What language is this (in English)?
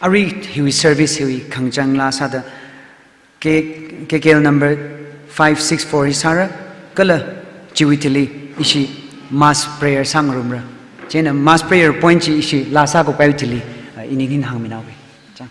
Tangkhul Naga (India)